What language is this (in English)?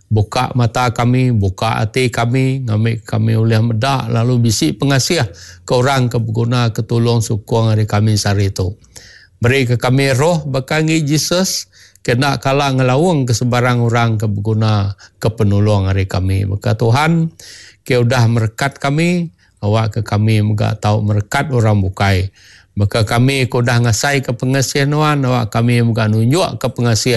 Iban